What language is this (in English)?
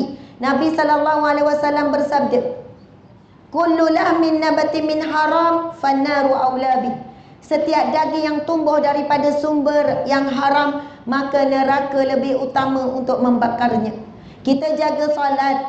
Malay